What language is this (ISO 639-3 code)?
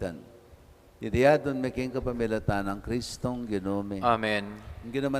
pam